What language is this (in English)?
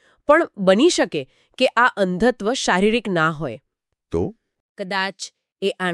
Gujarati